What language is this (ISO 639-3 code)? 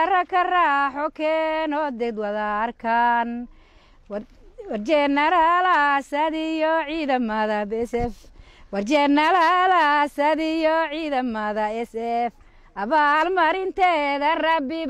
som